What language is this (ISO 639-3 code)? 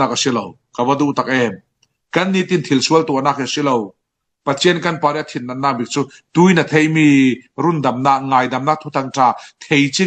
cfm